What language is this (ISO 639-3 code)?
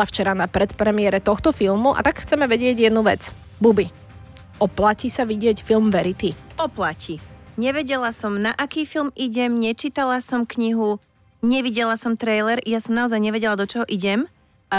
slk